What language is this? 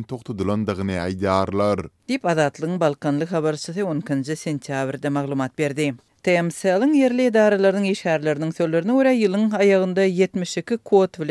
Turkmen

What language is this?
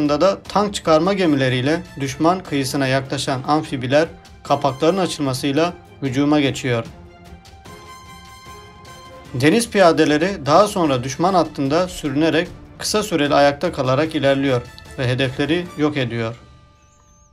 Turkish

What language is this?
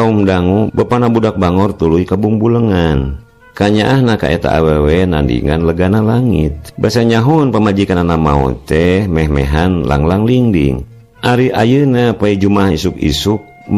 Sundanese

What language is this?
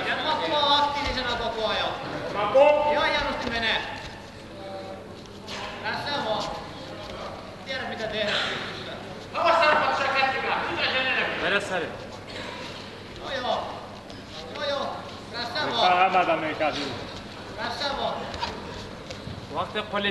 Finnish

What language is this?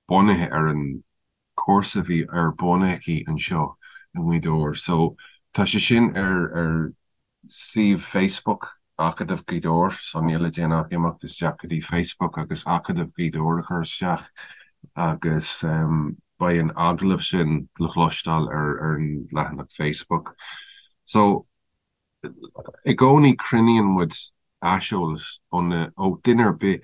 Irish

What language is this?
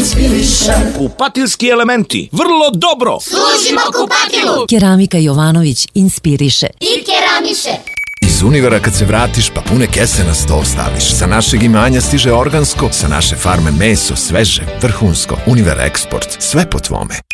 Serbian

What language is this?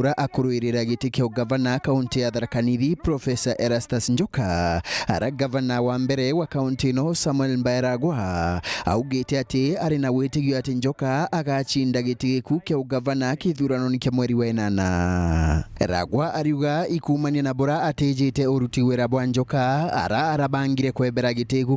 Meru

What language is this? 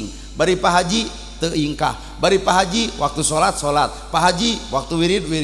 Sundanese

